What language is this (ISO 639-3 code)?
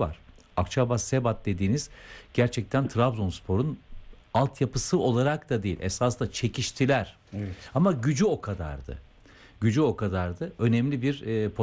tur